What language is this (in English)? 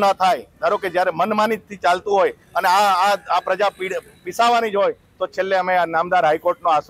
Gujarati